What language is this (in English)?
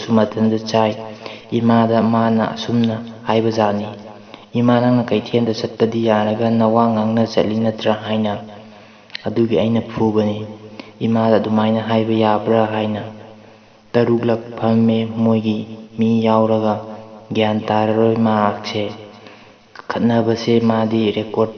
Manipuri